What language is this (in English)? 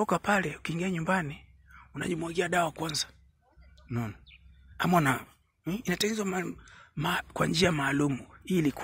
Swahili